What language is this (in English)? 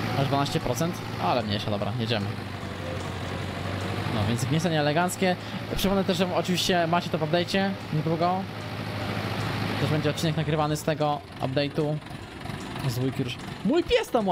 Polish